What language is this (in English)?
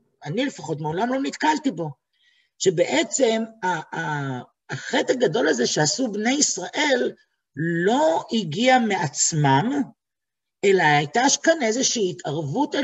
Hebrew